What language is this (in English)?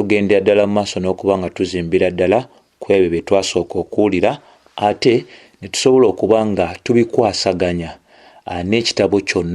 Ganda